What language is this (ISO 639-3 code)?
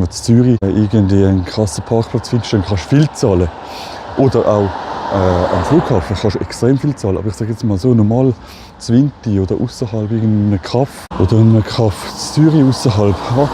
gsw